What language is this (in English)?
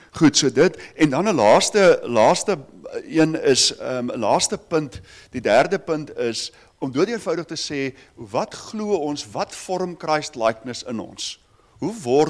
Afrikaans